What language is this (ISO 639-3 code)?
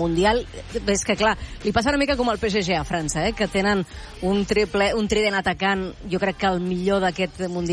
cat